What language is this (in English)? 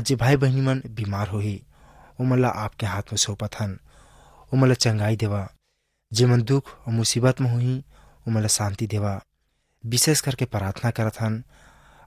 Chhattisgarhi